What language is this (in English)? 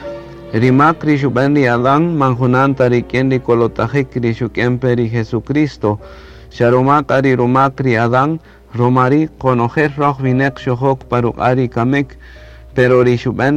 Kaqchikel